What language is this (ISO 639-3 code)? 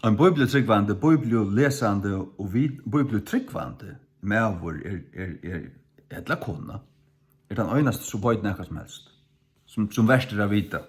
fao